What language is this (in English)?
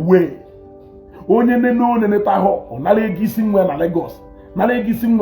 Igbo